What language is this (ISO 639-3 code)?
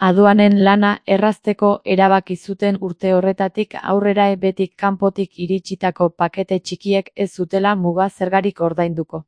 eus